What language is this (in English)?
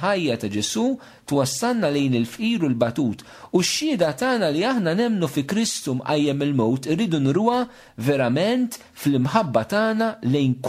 Maltese